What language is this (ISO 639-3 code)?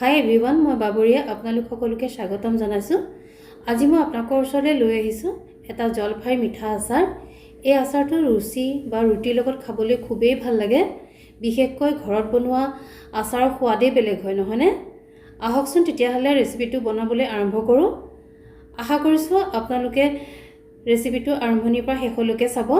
asm